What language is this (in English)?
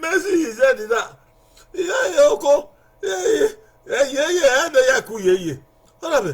Bini